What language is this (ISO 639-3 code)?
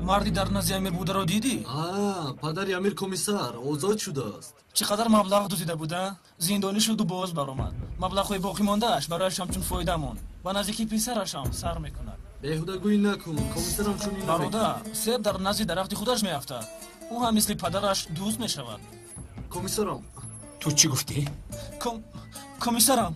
tgk